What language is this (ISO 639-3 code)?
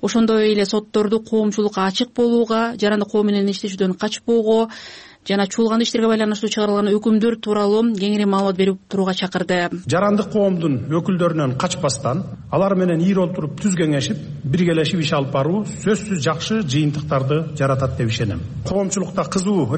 kir